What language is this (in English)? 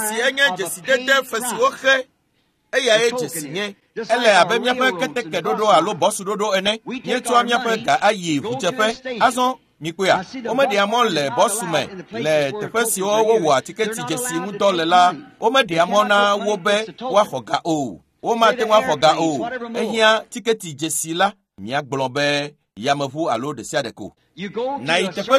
Ewe